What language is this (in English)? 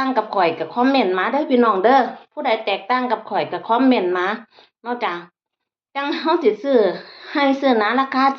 Northeastern Thai